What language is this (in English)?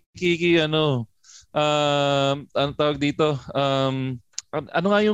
Filipino